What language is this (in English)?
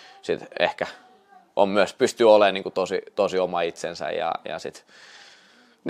Finnish